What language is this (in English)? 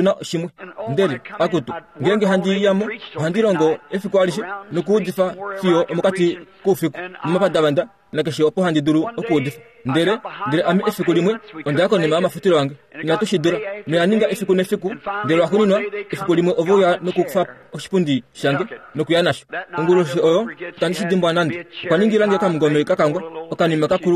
Kuanyama